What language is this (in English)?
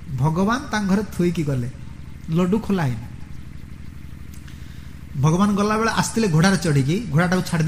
Odia